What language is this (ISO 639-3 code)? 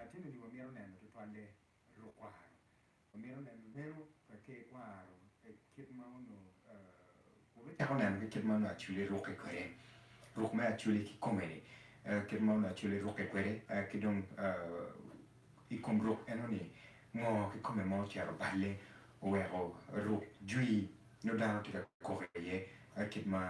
ach